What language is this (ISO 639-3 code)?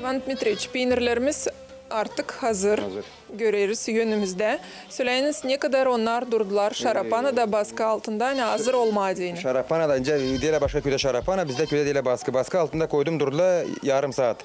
gag